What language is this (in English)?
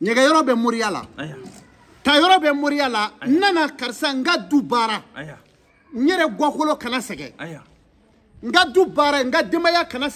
Bambara